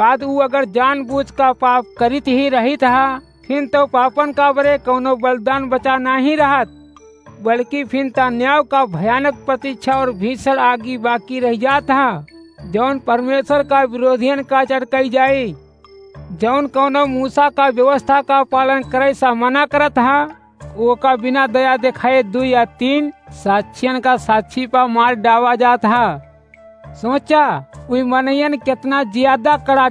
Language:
Awadhi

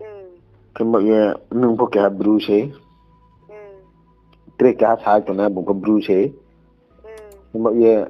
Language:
Riang (India)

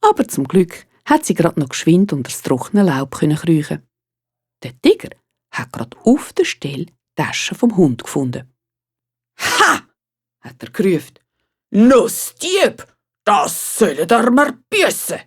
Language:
Swiss German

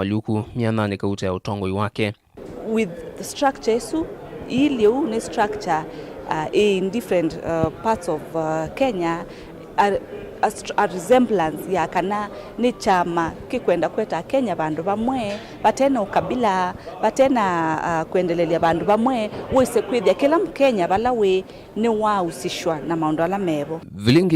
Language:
Kamba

